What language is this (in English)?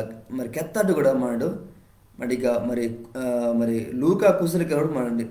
Koya